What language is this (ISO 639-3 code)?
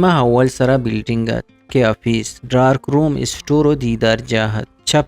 bgp